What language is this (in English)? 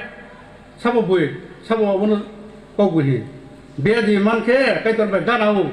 Riang (India)